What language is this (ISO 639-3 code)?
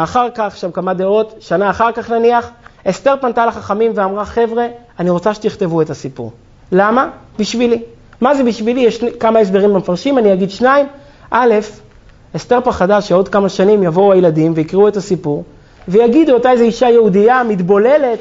heb